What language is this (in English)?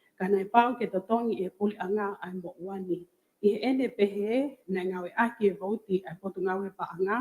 Tongan